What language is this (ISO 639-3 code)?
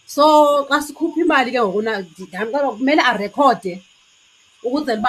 xho